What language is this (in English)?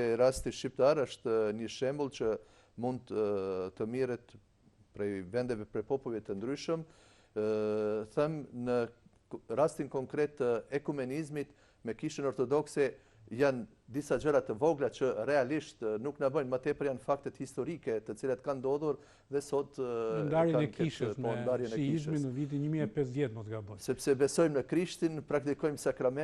Albanian